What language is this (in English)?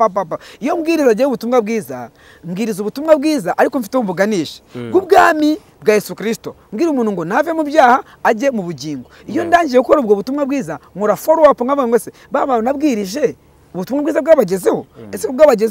Kinyarwanda